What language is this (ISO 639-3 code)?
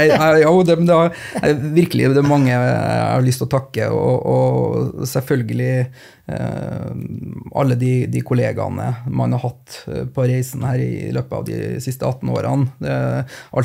nor